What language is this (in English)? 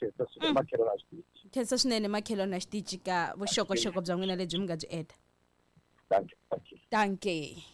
Tsonga